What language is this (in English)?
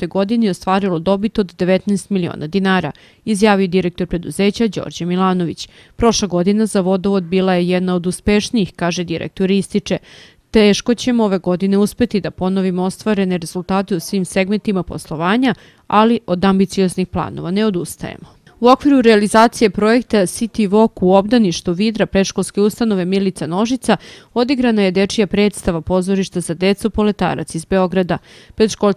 Serbian